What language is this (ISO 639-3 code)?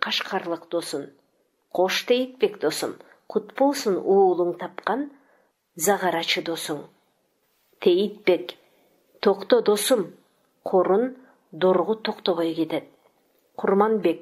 kir